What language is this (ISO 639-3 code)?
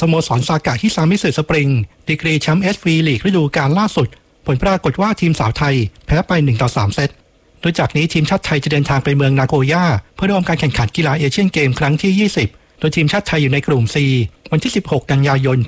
tha